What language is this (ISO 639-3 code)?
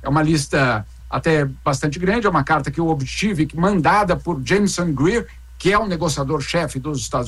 por